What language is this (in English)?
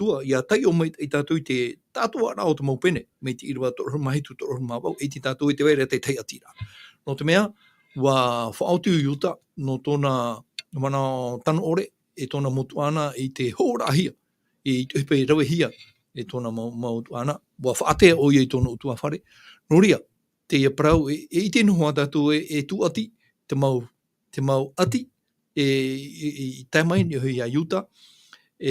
Tahitian